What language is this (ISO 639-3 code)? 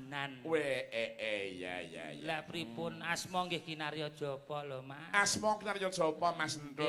jav